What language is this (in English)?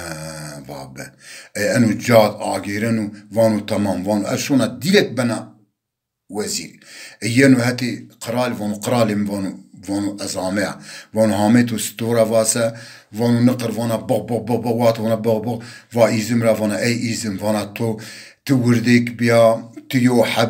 Zaza